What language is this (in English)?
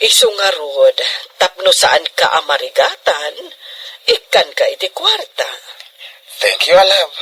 Iloko